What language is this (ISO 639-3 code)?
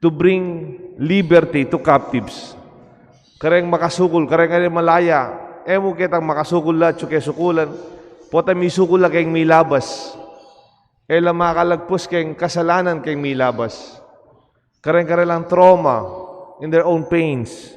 pam